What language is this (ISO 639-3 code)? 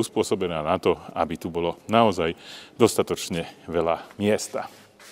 slk